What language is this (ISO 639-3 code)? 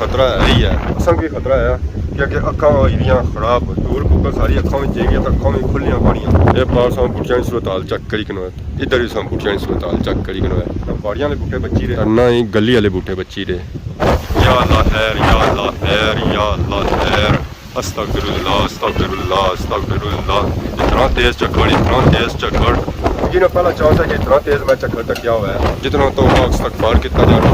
phr